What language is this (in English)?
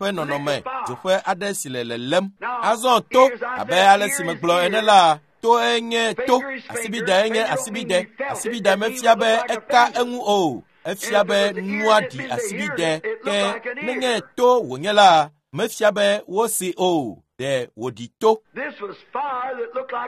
Ewe